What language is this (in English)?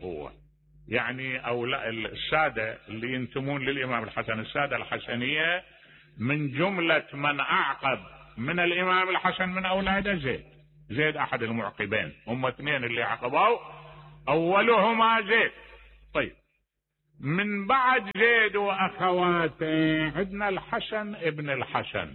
Mesopotamian Arabic